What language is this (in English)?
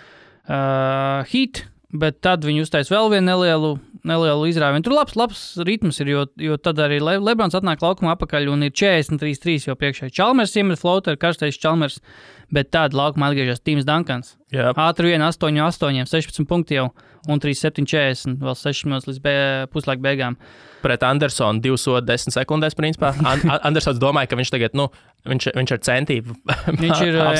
Latvian